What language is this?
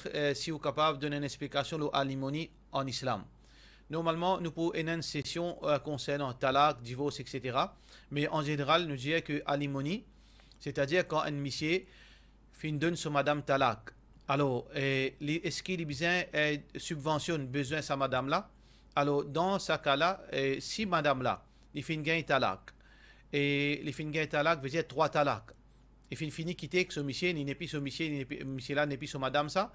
Morisyen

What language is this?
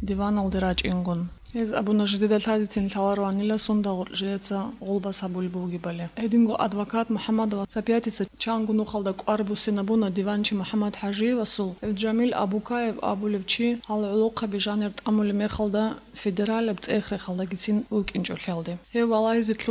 Avaric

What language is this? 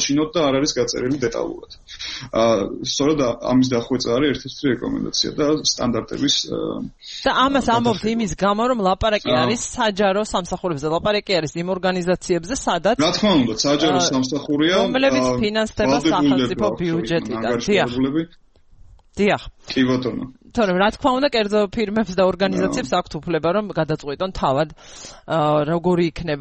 Georgian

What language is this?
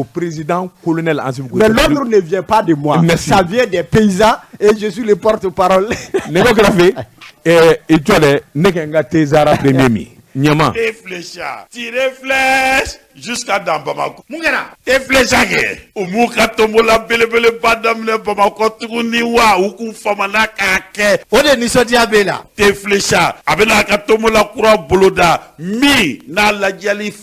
Bambara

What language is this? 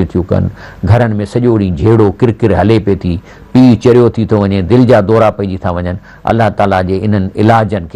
Sindhi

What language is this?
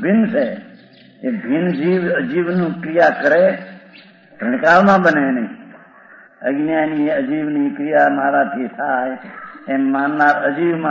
Gujarati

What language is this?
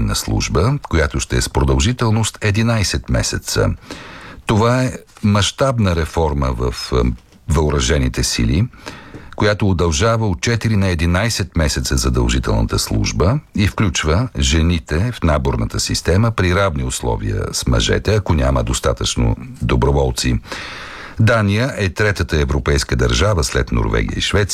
Bulgarian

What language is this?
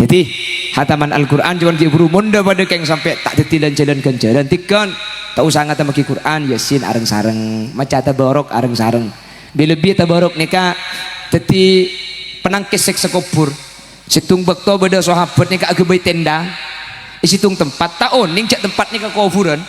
Madurese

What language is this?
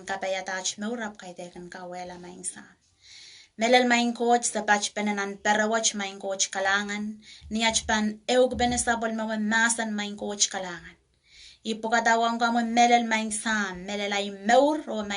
Pohnpeian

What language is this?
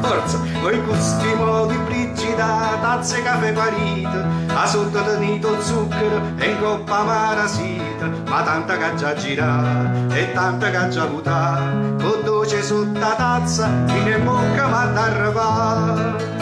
Neapolitan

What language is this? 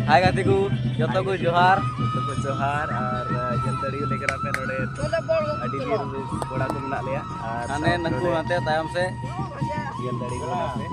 Santali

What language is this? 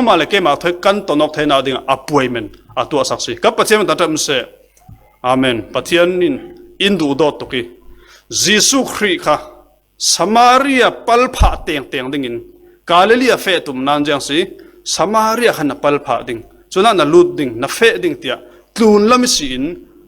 Falam Chin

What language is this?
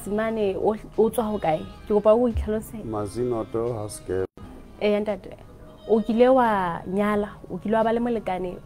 Southern Sotho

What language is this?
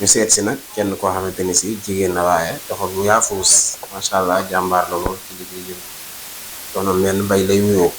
Wolof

